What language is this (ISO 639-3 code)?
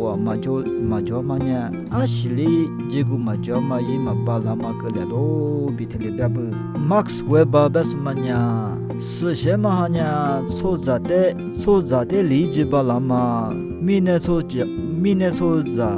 lis